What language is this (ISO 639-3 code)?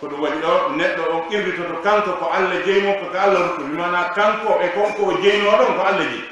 ful